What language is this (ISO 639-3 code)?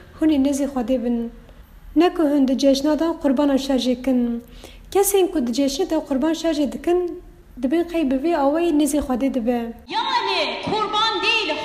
kur